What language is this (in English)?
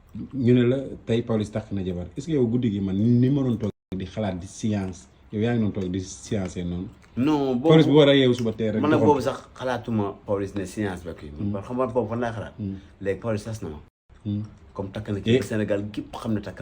Wolof